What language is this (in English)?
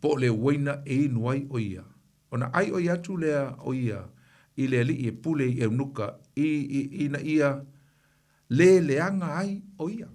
Samoan